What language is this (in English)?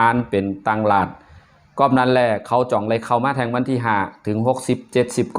Shan